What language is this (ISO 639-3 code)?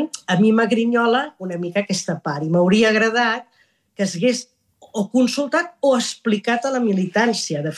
cat